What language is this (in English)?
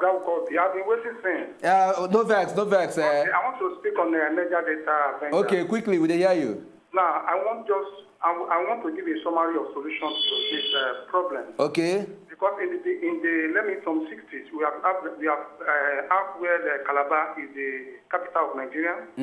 Nigerian Pidgin